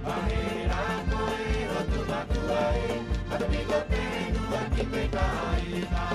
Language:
Rapanui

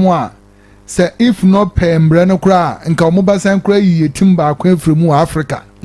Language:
Akan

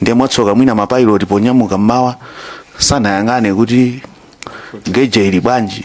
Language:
Nyanja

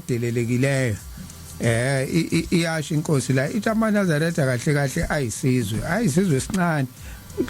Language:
Zulu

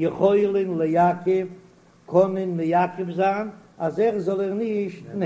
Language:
Yiddish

